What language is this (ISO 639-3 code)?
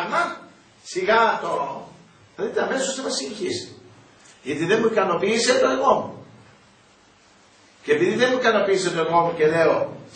ell